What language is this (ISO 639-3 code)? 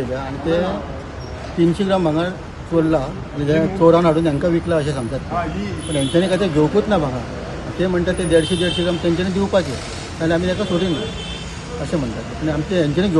kok